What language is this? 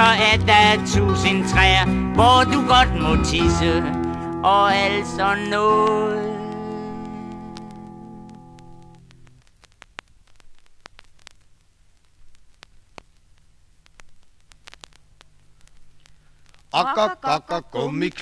Danish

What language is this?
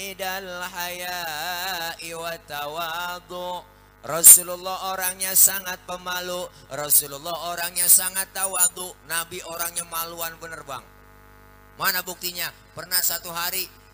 Betawi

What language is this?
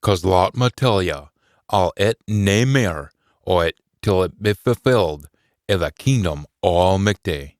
Scots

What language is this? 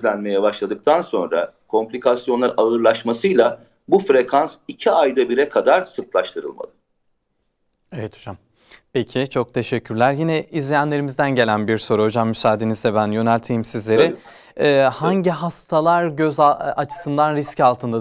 Turkish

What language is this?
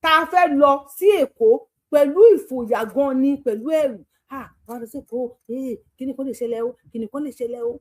Yoruba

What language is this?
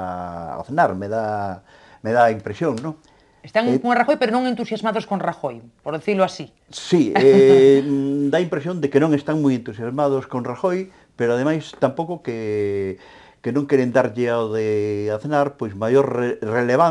Galician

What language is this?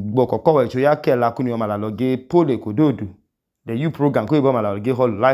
Idoma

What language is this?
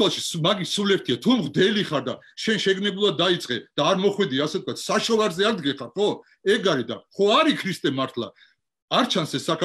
Georgian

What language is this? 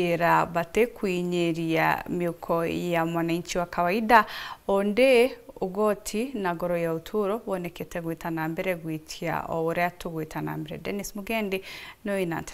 Meru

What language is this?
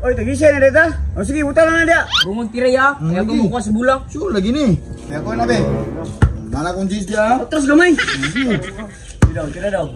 Cebuano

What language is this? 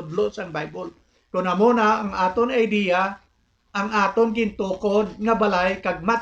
Hiligaynon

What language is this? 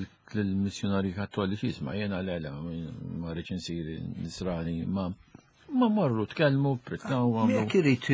Maltese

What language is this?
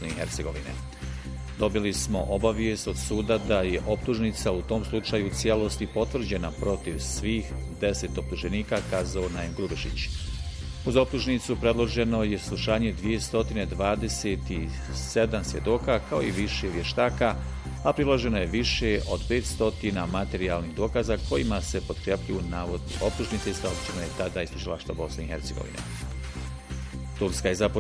Bosnian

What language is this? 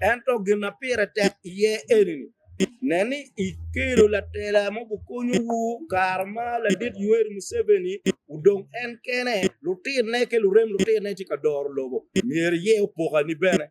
Acoli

